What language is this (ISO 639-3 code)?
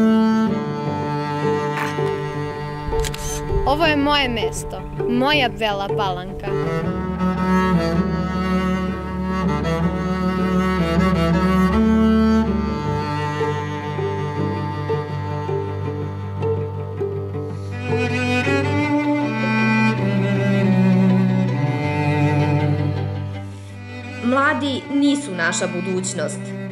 srp